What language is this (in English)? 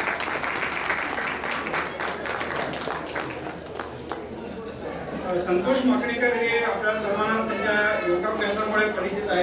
Marathi